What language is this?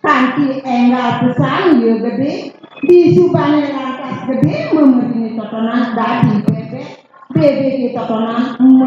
Balinese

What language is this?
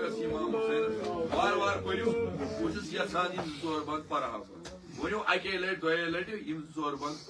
Kashmiri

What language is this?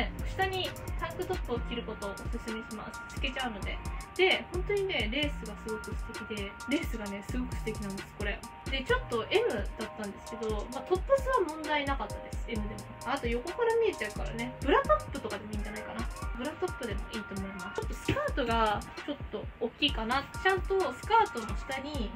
Japanese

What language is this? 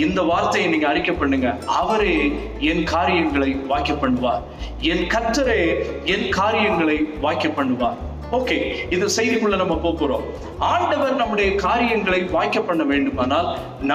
Tamil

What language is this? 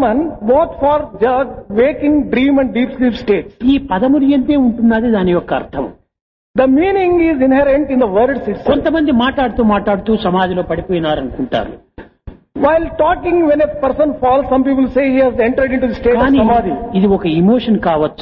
Telugu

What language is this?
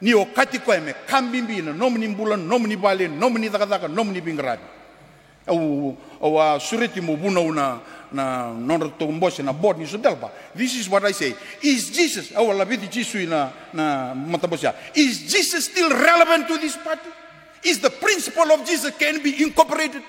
Fijian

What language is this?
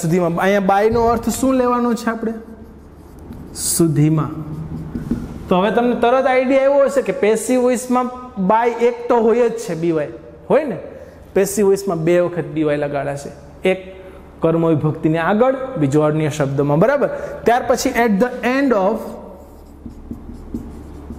Gujarati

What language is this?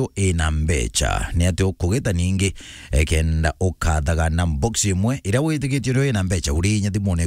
Meru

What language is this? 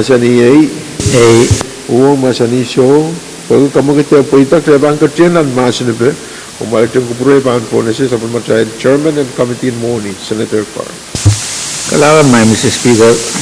Pohnpeian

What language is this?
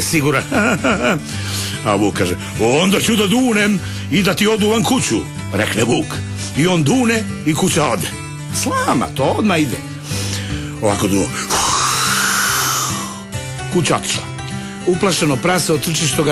Serbian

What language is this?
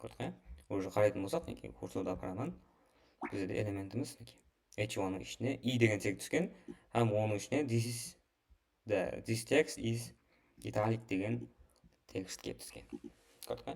Kara-Kalpak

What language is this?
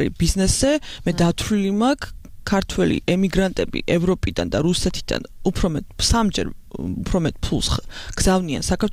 Georgian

